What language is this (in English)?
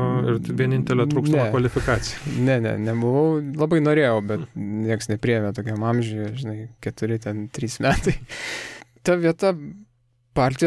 Lithuanian